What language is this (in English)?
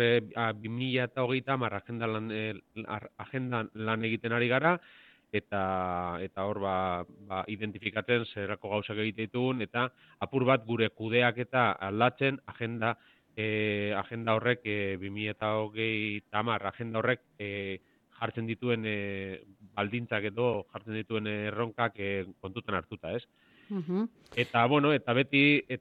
Basque